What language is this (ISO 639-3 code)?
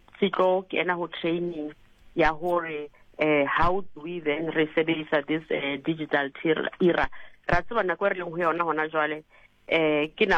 sot